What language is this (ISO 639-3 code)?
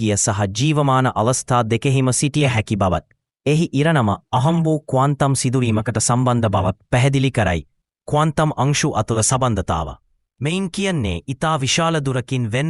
sin